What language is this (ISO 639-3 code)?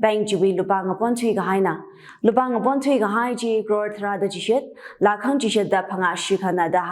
nmf